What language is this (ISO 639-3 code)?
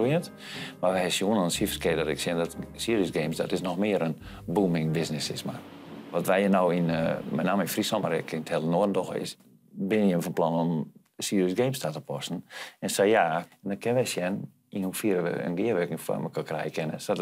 fry